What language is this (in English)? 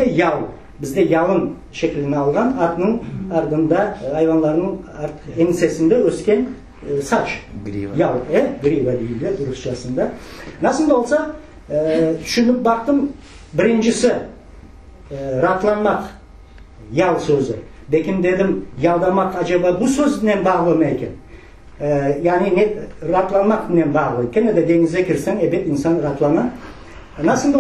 Crimean Tatar